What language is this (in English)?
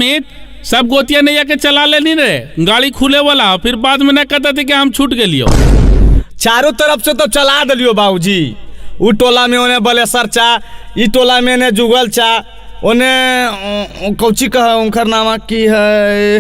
Magahi